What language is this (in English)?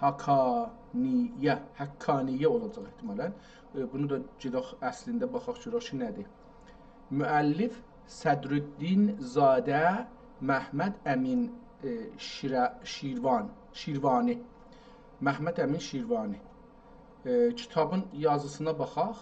South Azerbaijani